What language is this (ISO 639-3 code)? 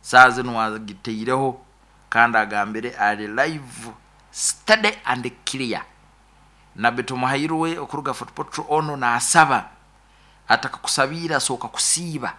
nyo